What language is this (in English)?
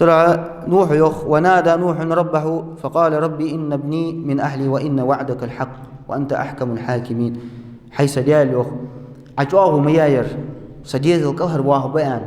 Ingush